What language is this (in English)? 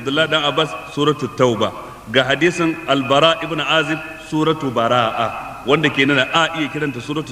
Hausa